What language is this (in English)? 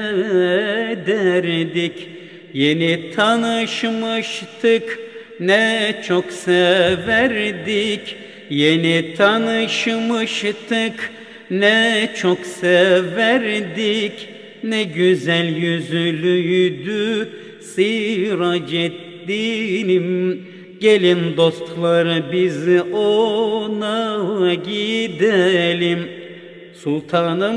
Turkish